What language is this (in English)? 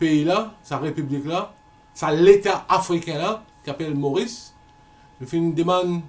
Morisyen